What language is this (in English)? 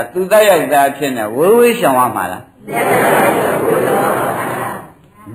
Burmese